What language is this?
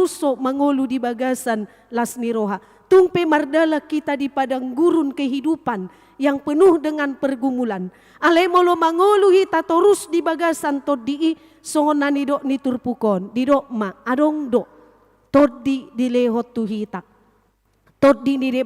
Batak Toba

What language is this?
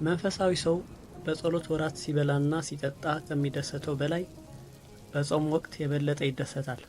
Amharic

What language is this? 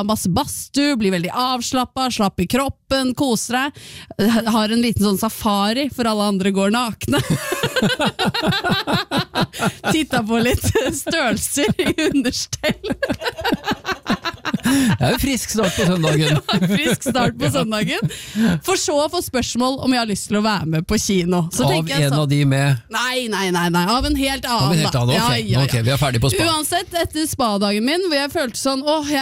Norwegian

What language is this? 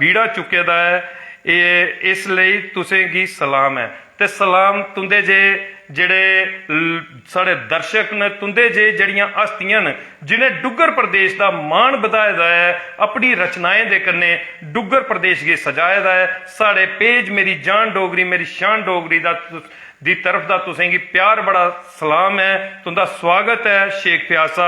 Dogri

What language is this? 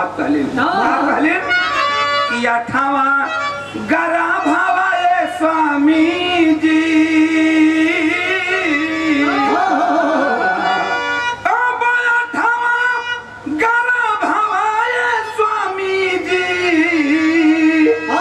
Bhojpuri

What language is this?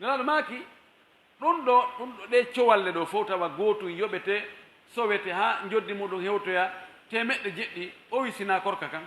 Pular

